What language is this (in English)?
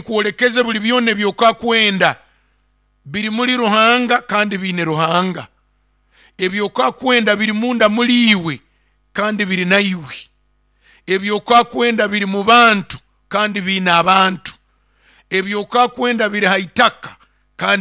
Nyoro